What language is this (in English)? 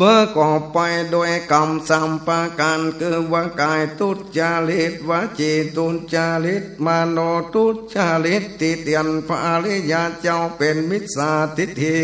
Northern Thai